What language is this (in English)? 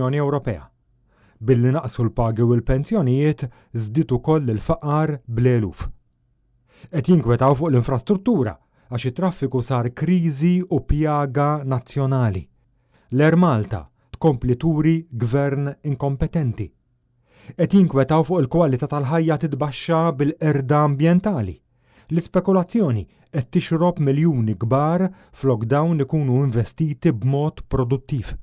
Maltese